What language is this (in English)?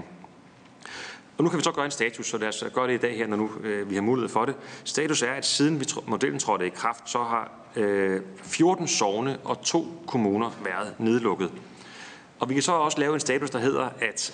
Danish